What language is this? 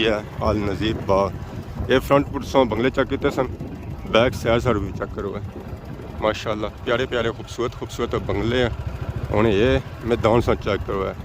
Pahari-Potwari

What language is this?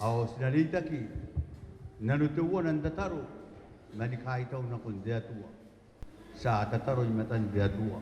Gilbertese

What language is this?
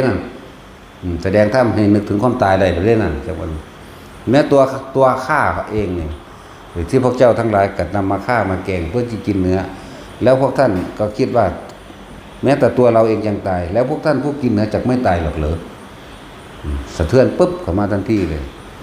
Northeastern Thai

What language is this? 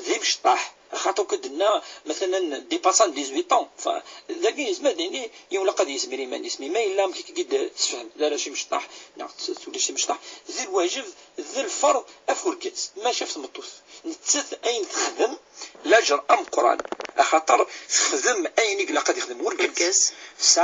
Kabyle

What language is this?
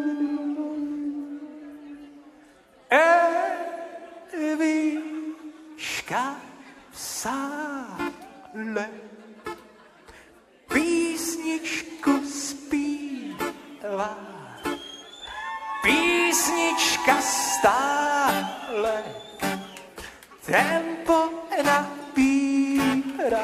Czech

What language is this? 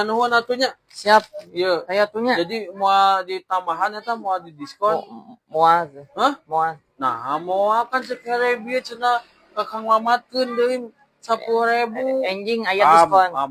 Sundanese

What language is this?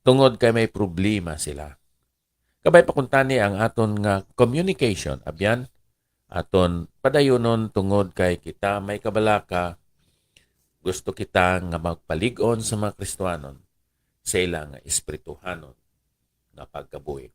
Hiligaynon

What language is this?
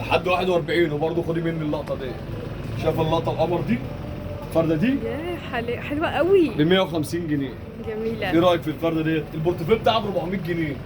Egyptian Arabic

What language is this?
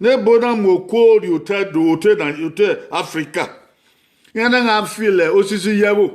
Bini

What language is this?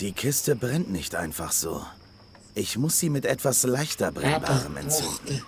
Swiss German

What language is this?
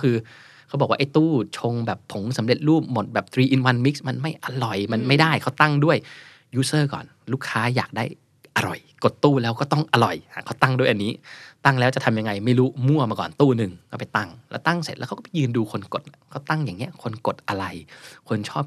Thai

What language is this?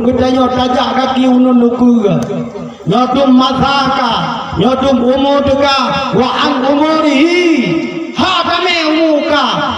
Achinese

